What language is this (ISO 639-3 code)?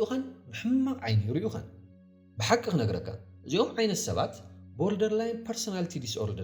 tir